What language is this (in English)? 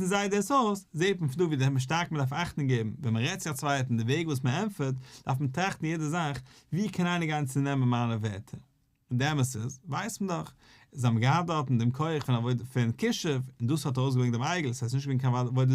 Yiddish